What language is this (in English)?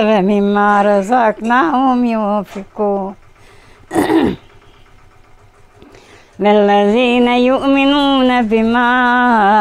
Bosnian